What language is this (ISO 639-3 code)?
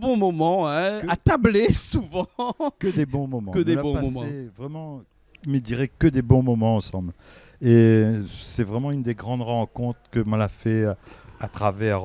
rcf